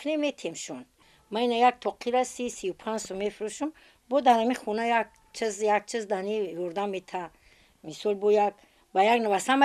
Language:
Tajik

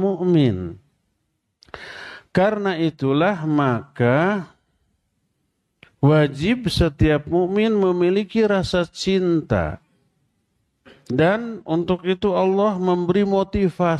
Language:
Indonesian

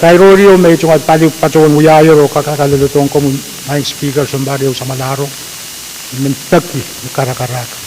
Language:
Pohnpeian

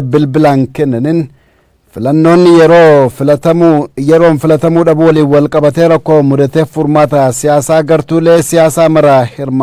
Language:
Oromo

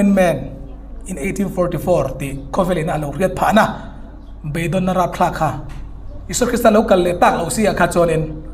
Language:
Hmar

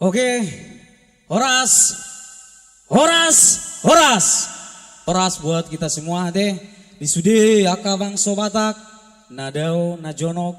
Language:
Batak Toba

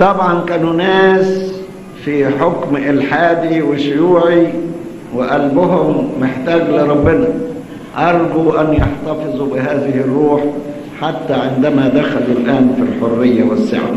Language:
Egyptian Arabic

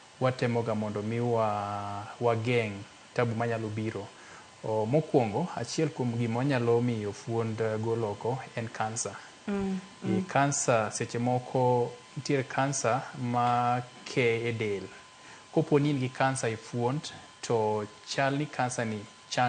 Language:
Luo (Kenya and Tanzania)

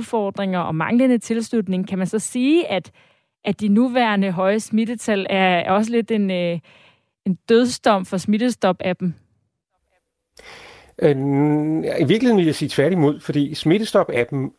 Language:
Danish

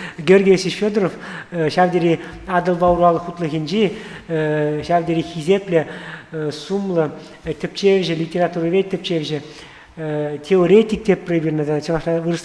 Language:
Chuvash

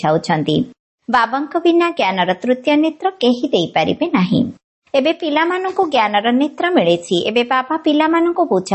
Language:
Odia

